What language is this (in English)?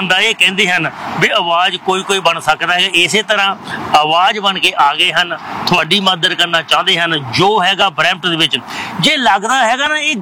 Punjabi